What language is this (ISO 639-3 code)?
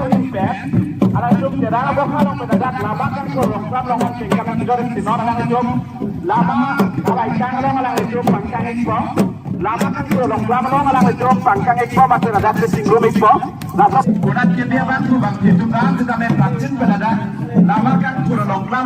mjw